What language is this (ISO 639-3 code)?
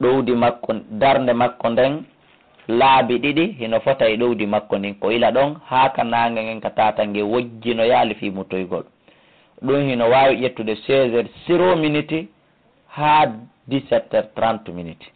ful